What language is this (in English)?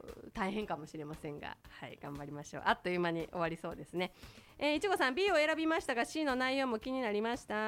Japanese